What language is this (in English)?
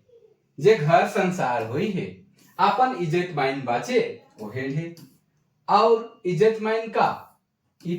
Sadri